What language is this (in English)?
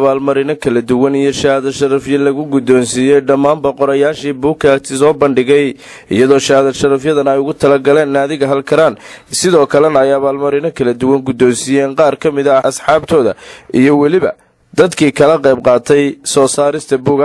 Somali